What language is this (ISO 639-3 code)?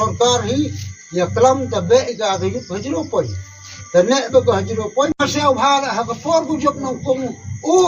kha